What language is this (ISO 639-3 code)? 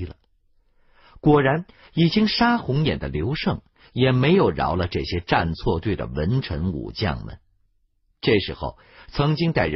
zho